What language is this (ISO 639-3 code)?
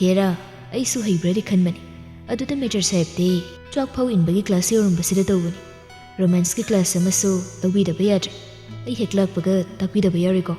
mni